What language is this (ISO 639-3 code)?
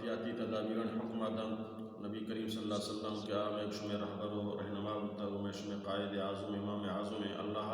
bal